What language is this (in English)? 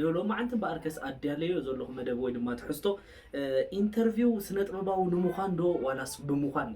Tigrinya